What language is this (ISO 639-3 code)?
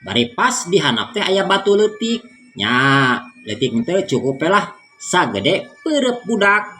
sun